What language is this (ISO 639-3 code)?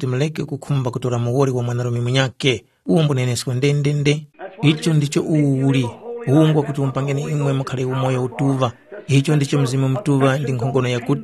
tum